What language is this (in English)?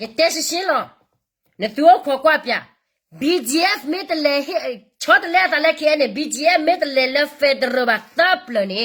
S'gaw Karen